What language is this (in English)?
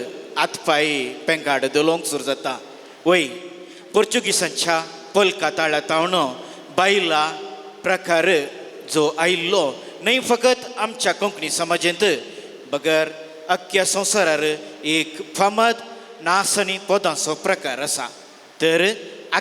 Konkani